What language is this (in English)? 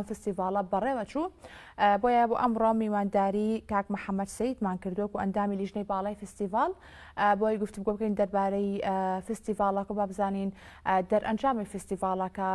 Central Kurdish